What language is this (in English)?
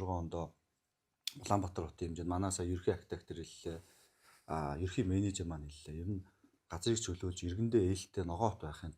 Mongolian